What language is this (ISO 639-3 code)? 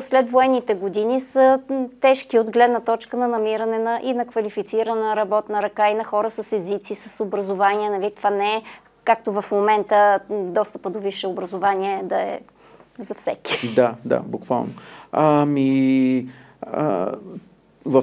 bul